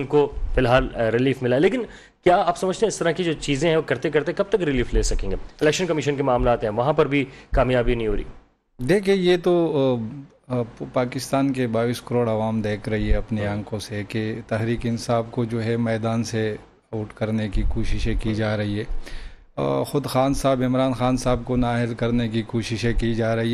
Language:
Urdu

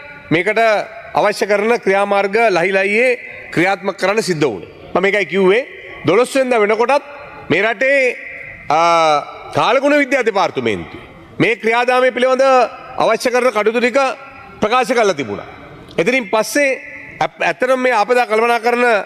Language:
Sinhala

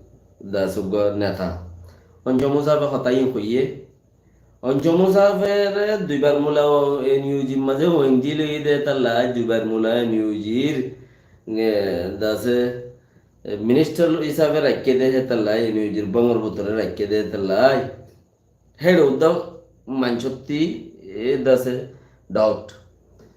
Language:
Rohingya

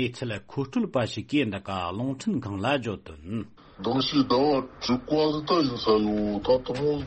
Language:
Tibetan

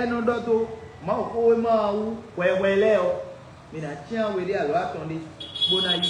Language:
Fon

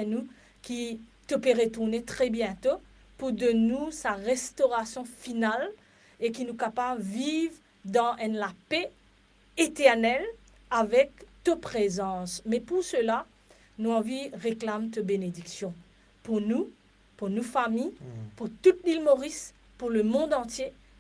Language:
Morisyen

